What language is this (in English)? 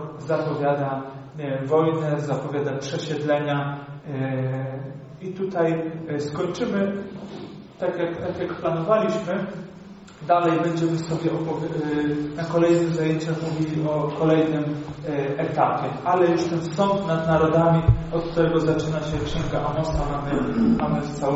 Polish